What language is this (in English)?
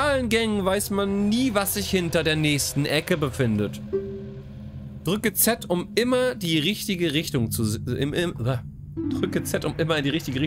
German